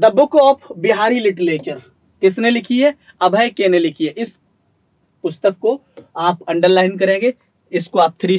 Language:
Hindi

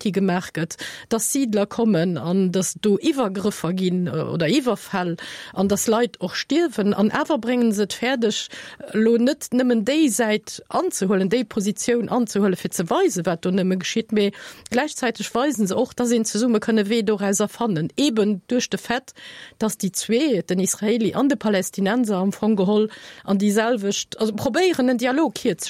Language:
Luxembourgish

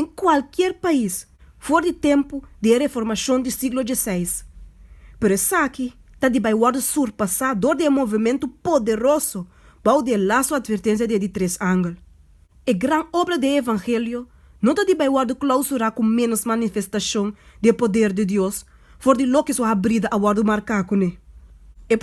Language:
Papiamento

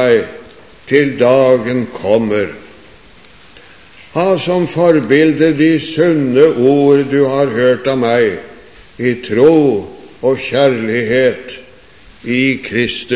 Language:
Norwegian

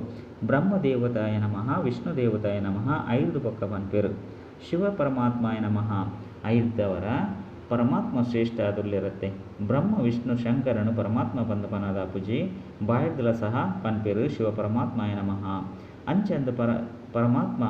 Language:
Tulu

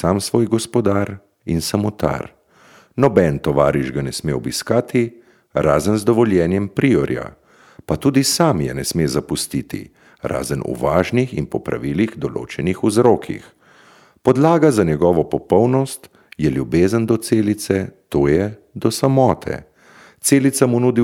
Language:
Slovenian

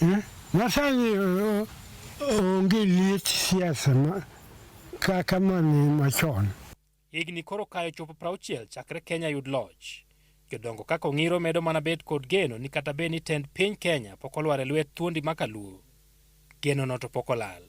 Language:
Luo (Kenya and Tanzania)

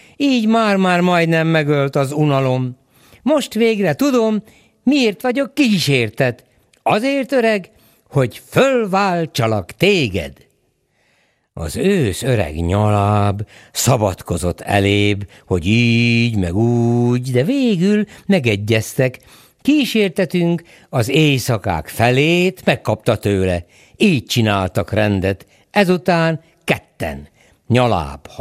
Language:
Hungarian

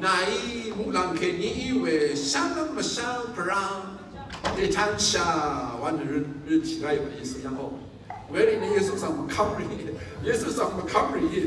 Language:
Rawang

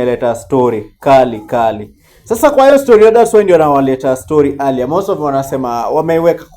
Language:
Swahili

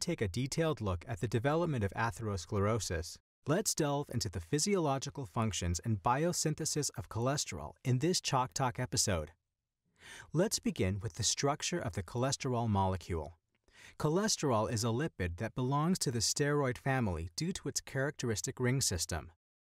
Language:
English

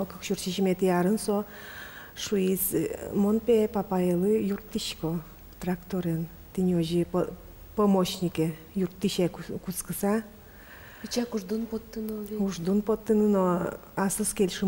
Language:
Udmurt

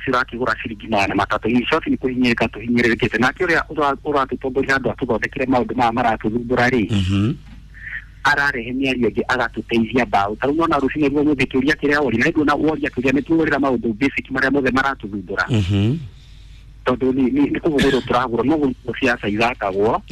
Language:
Kikuyu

